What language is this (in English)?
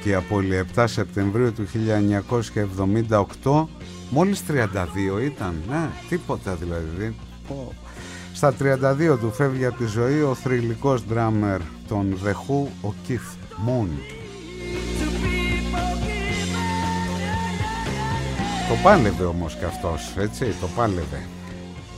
Greek